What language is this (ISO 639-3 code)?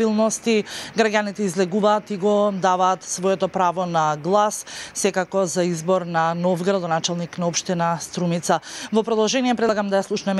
mkd